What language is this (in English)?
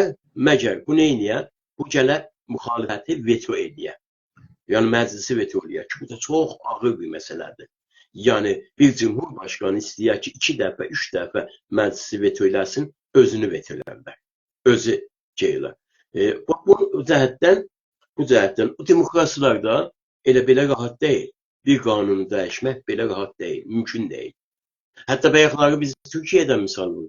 South Azerbaijani